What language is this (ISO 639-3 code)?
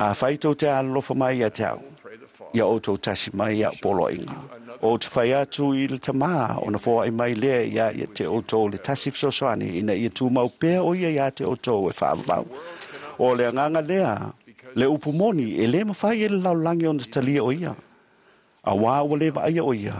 smo